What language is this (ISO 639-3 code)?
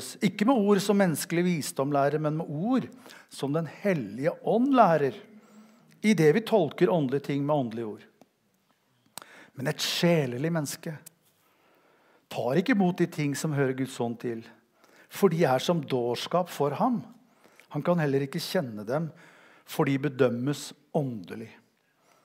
nor